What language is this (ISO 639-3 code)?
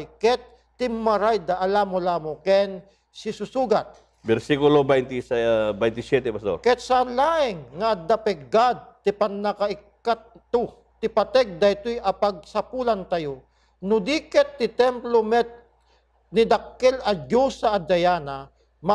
ilo